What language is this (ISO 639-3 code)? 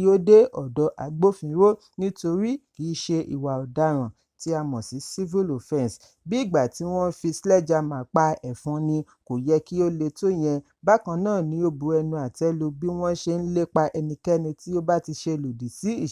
yor